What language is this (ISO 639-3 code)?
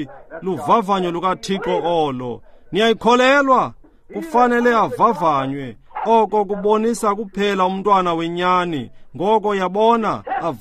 xho